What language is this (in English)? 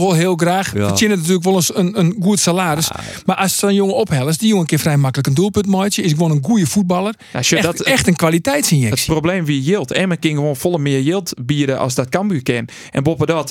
Western Frisian